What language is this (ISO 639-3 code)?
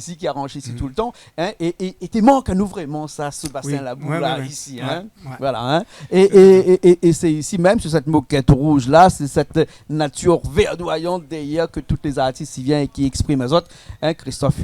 rcf